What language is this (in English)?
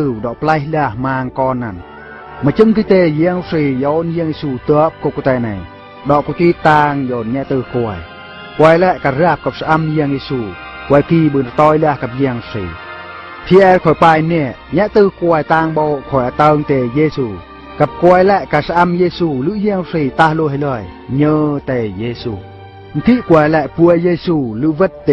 Eastern Bru